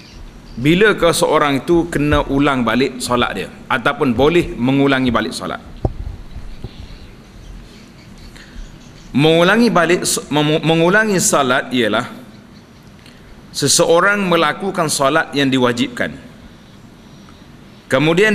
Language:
Malay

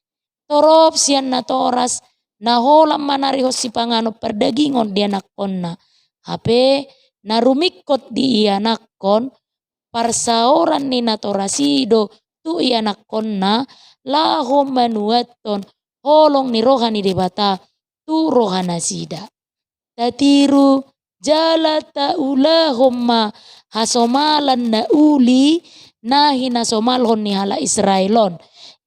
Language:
Batak Toba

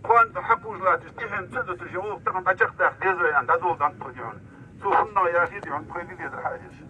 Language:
Ingush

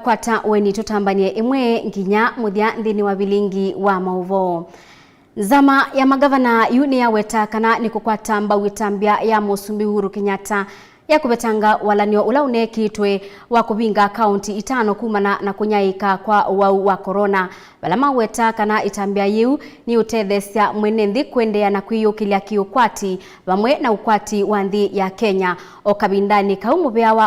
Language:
Kamba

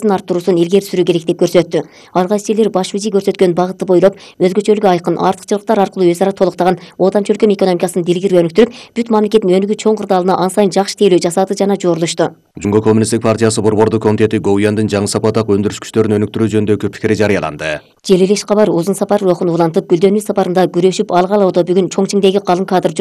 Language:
Kyrgyz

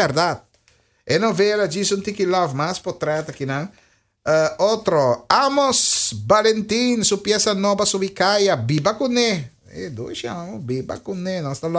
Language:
Papiamento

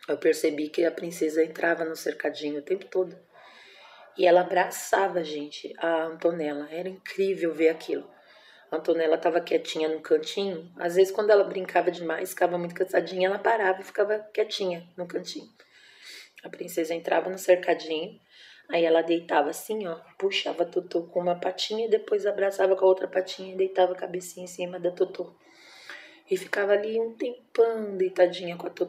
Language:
Portuguese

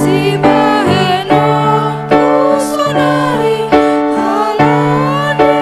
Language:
Batak Simalungun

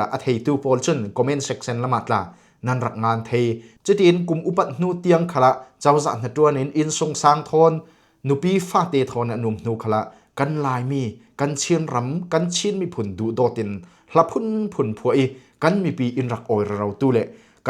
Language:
Falam Chin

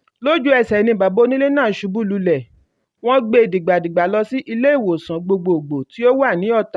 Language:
Yoruba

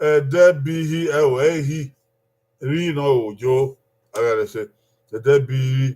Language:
Bini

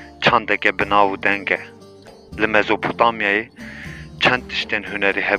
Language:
Kurdish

